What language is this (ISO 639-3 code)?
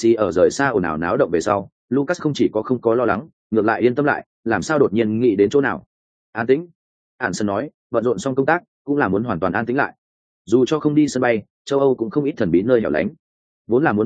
vie